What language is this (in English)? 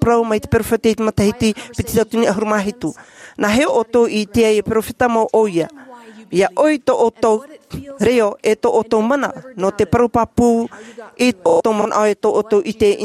Tahitian